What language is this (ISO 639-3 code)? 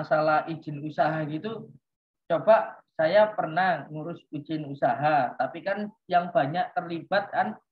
ind